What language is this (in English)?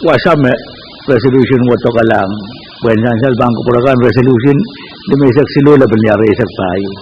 Pohnpeian